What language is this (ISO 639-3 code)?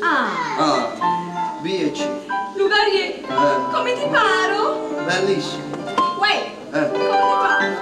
nap